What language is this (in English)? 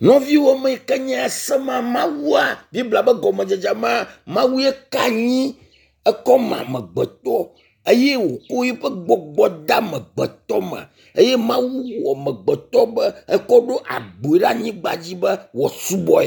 Ewe